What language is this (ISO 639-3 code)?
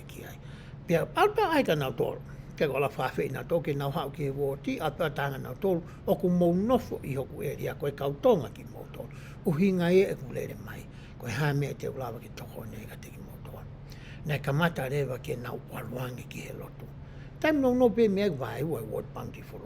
ton